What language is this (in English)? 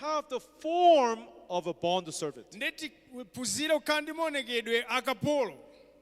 Nyanja